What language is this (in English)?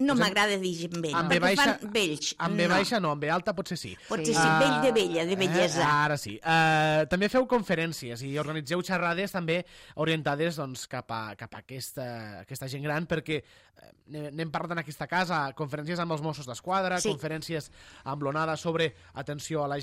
Catalan